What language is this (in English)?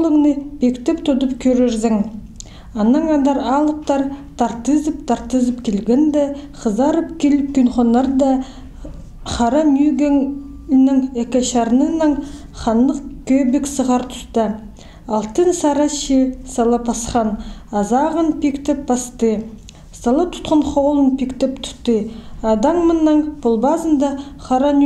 Khakas